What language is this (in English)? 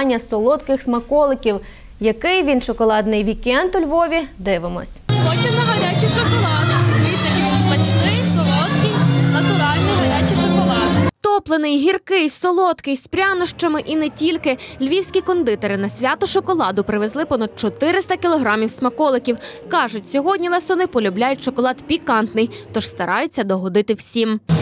Ukrainian